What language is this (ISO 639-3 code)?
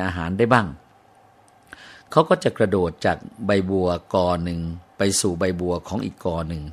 tha